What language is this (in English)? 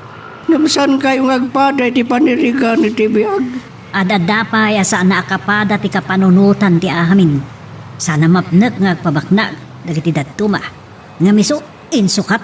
Iloko